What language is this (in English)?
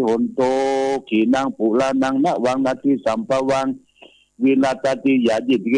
Pali